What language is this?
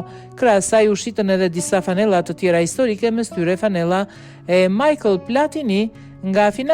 Albanian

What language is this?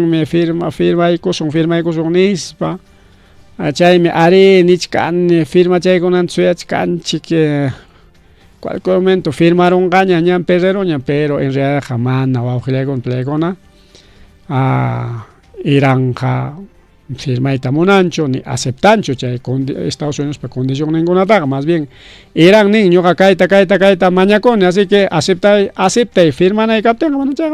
Ayacucho Quechua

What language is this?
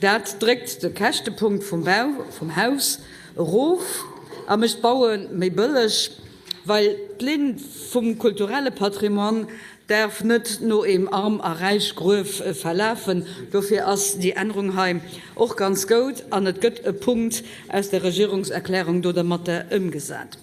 Luxembourgish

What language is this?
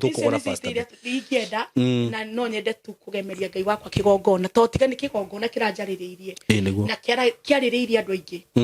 Kikuyu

